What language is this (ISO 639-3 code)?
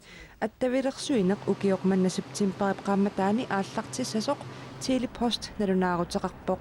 kal